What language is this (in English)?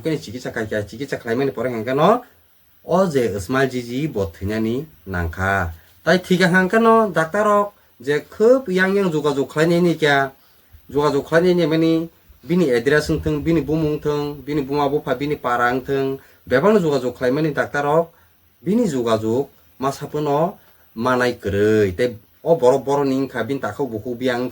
Kok Borok